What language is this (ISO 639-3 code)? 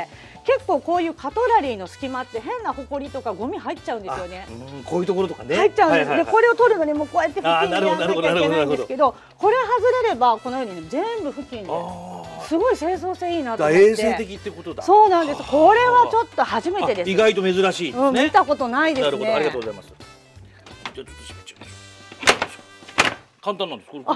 jpn